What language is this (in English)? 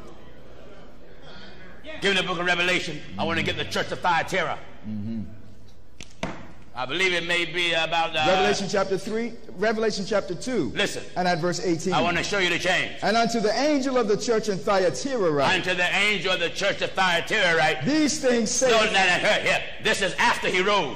English